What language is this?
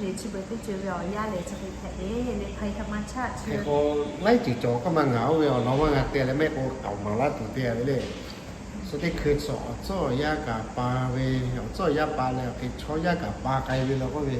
Lahu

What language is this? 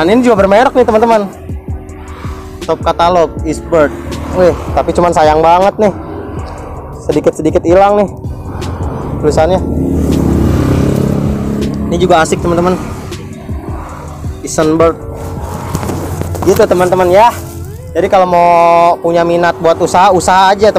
Indonesian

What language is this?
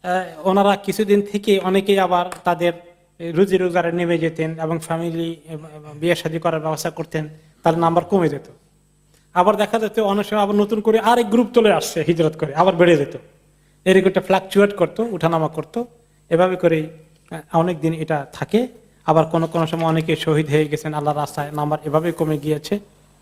Bangla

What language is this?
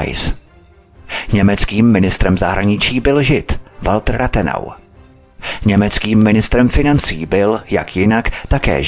Czech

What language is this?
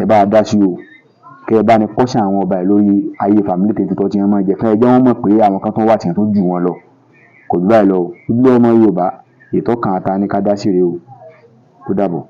Yoruba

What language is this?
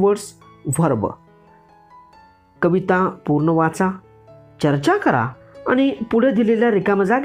Marathi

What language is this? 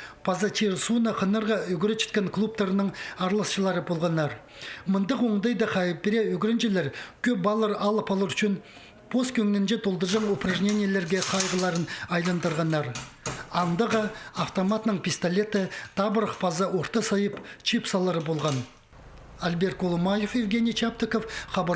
Khakas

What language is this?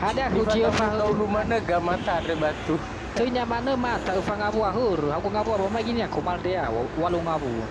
Nias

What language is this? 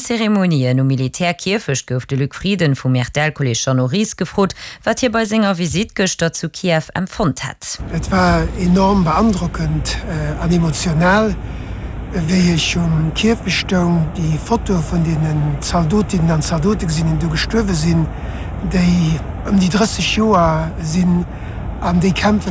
Luxembourgish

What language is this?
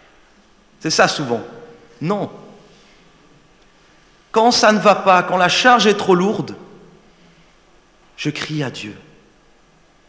French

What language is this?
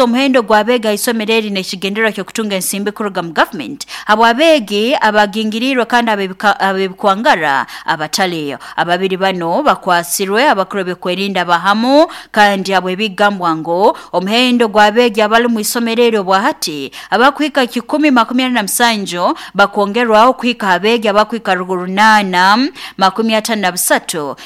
Nyoro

